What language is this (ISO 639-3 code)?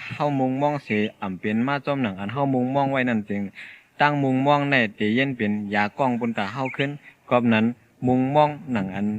shn